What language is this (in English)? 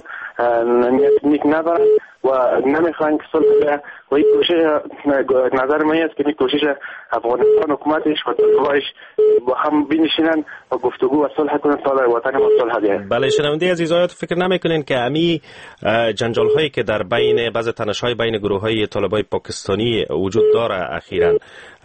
Persian